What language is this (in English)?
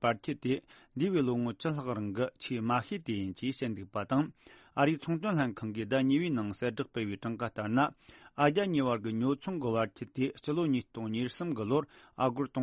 Tibetan